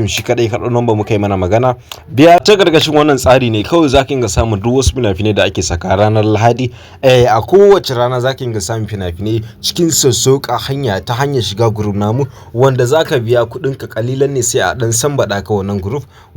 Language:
Hausa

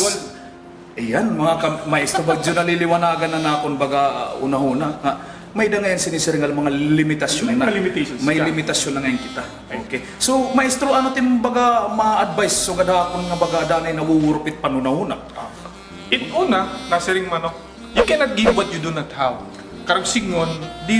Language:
Waray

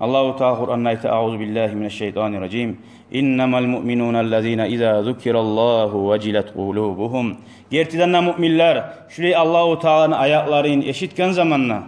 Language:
Kumyk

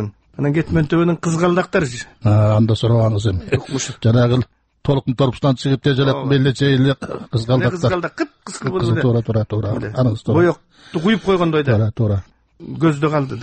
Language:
Kyrgyz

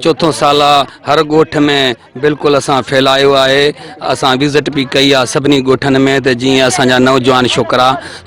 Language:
Sindhi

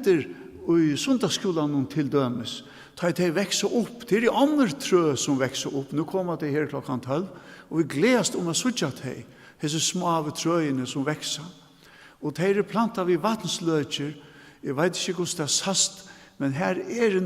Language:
Faroese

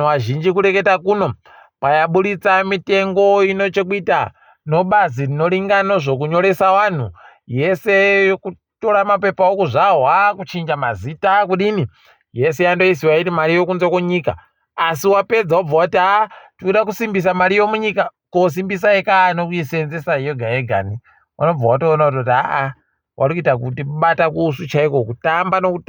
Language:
Ndau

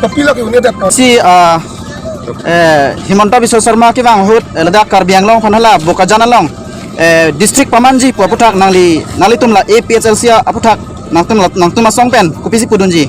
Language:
Karbi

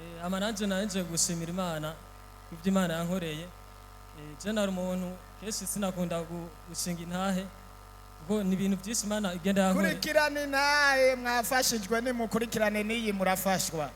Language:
Rundi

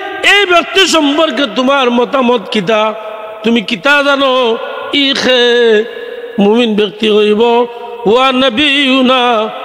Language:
Sylheti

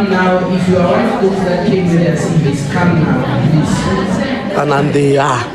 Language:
Tsonga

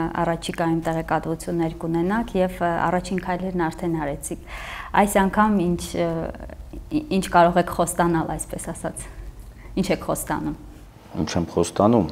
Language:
Armenian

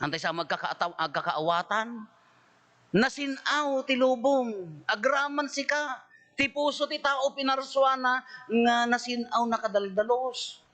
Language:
Iloko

